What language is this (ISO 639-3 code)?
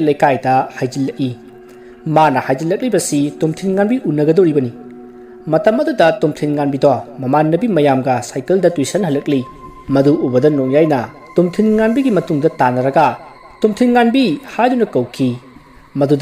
mni